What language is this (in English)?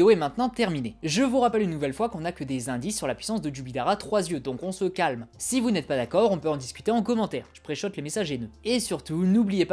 French